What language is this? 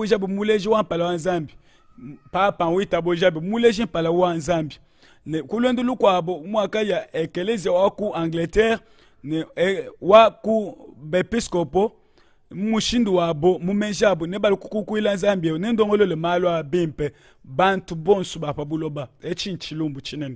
Luba-Lulua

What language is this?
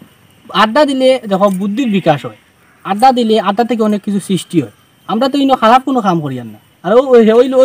Sylheti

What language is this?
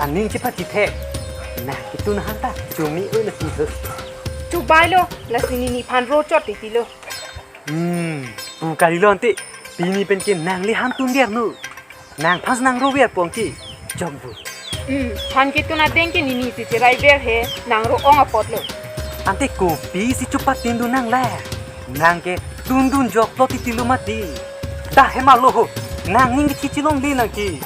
Karbi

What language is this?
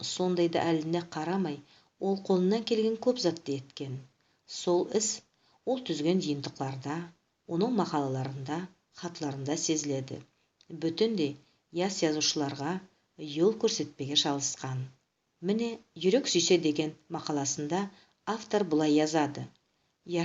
Nogai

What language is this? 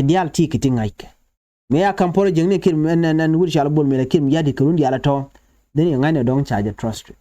Nuer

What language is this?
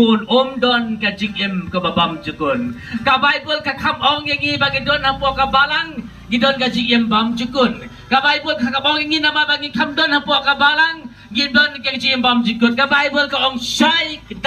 Khasi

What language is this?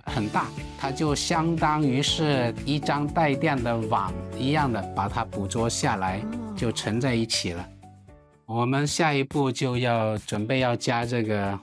Chinese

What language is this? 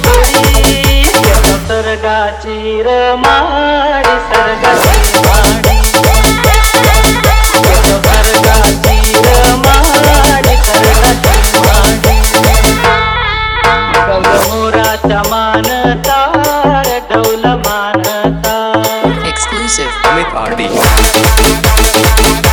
Marathi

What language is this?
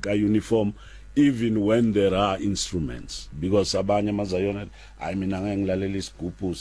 Southern Sotho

